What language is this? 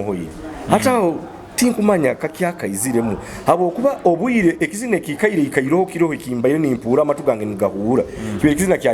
Nyoro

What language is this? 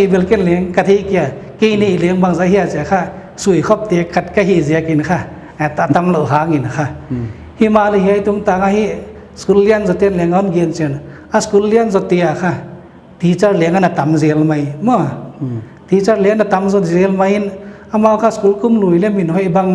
Paite Chin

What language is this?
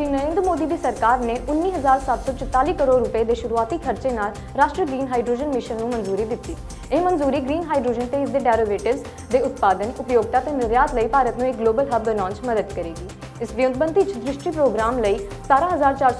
Punjabi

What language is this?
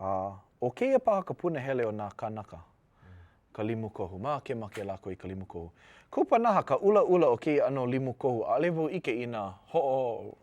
Hawaiian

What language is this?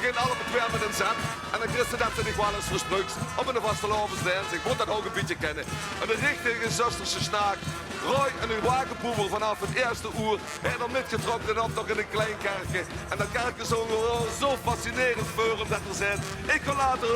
Limburgish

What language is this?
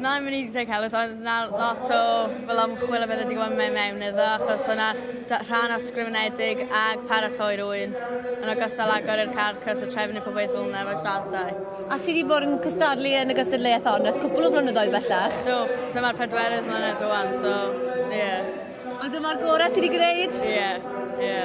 Welsh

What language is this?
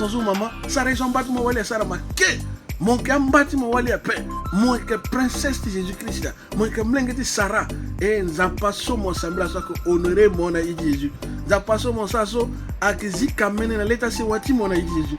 Sango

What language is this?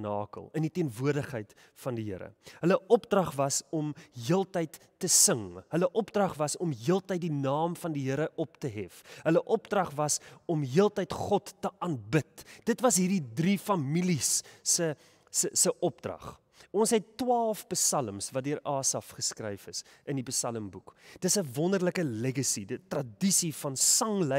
Afrikaans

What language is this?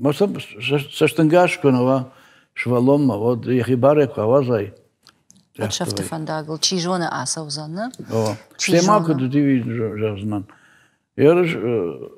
Ossetic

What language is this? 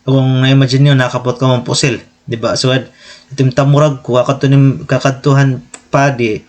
Waray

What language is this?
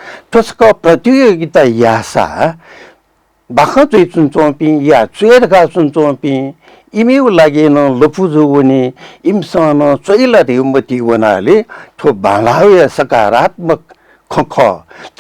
Newari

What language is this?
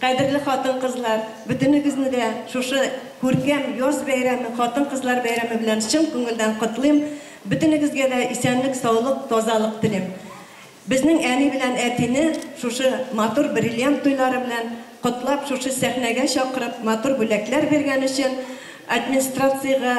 Bashkir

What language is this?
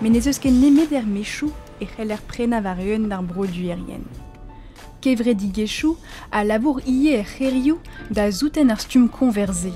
Breton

